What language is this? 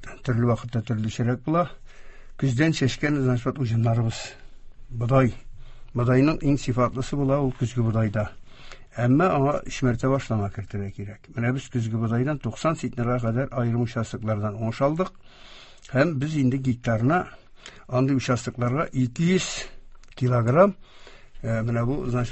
Tatar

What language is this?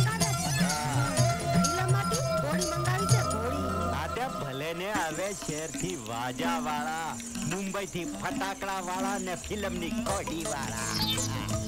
Gujarati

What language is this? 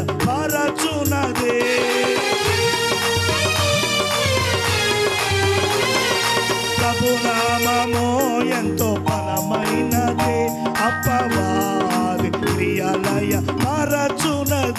Telugu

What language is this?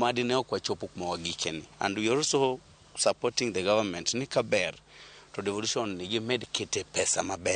Luo (Kenya and Tanzania)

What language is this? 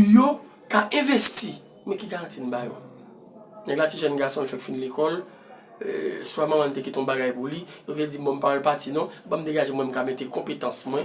Haitian Creole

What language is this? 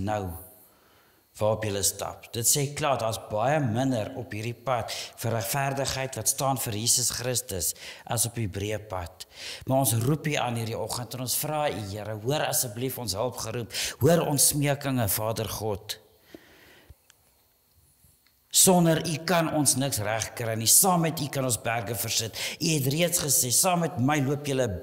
Afrikaans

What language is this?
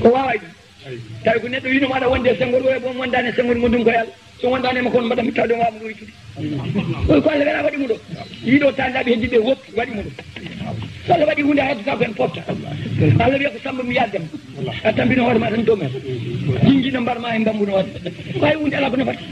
Fula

